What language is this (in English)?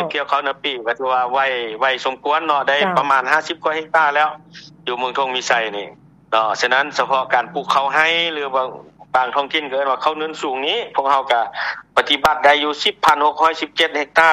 Lao